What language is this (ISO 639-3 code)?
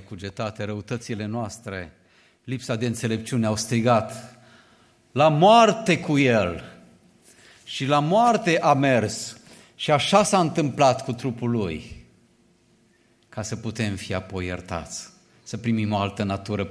ron